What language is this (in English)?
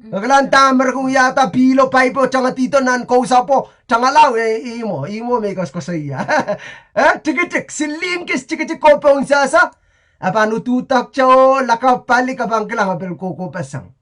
Pohnpeian